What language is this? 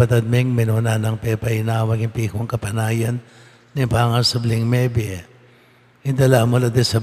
Pampanga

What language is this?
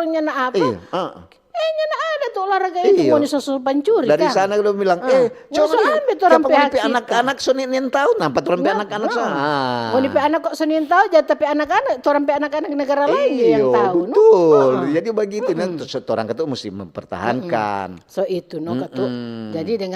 Manado Malay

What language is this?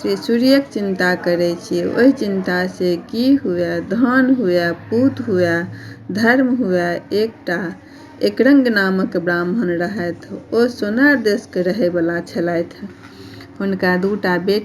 Maithili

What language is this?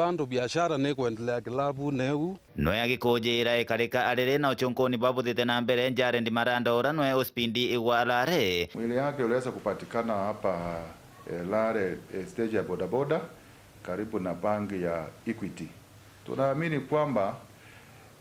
Meru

